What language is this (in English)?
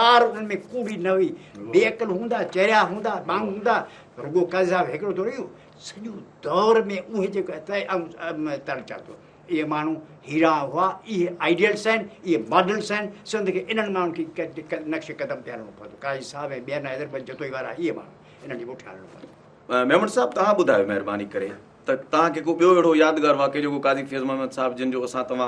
Sindhi